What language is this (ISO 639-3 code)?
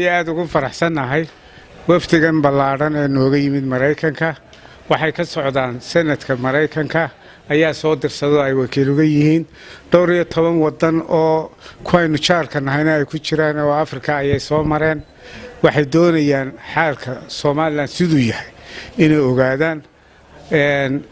som